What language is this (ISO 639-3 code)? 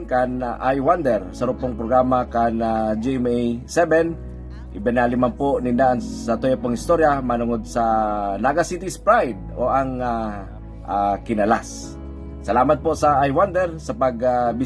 bik